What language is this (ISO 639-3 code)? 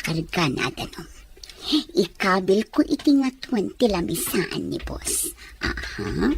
ilo